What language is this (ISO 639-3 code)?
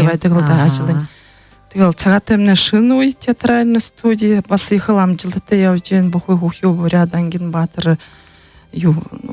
bua